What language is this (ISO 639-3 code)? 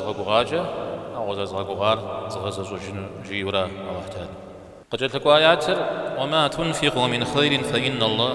kbd